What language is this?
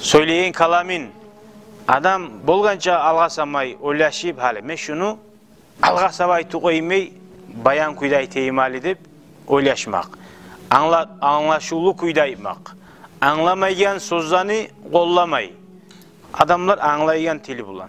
Kumyk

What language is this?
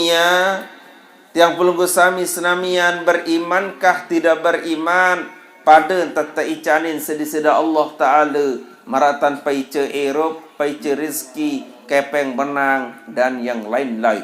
Sasak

